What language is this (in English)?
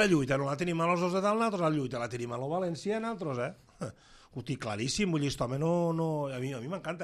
Catalan